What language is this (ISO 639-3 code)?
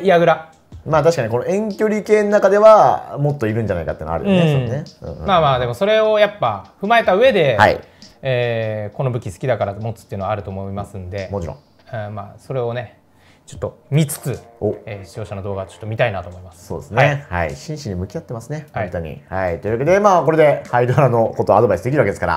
jpn